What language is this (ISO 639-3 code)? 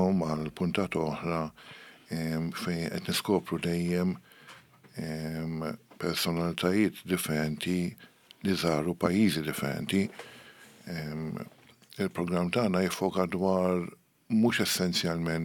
mlt